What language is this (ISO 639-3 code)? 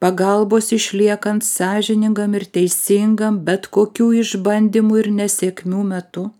lit